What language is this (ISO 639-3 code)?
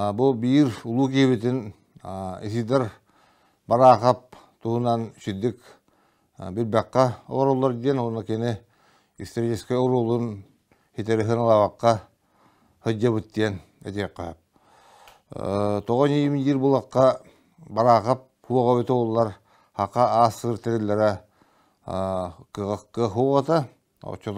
sah